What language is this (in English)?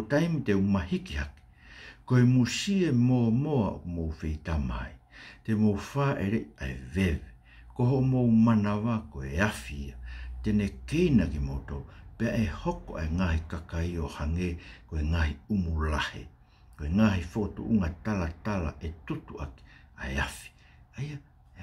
Tongan